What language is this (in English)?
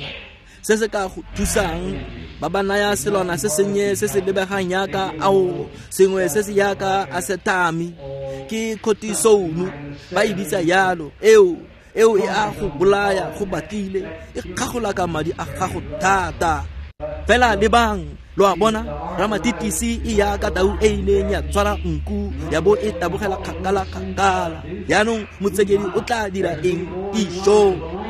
Tswana